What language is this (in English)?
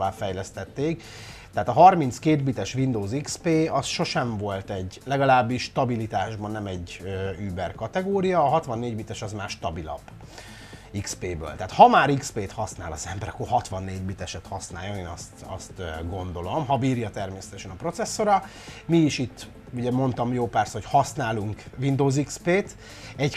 Hungarian